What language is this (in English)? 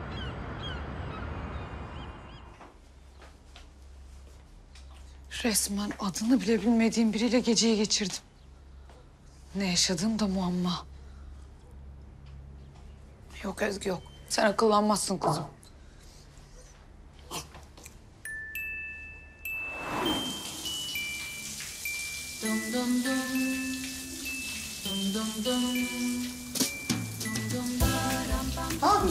Turkish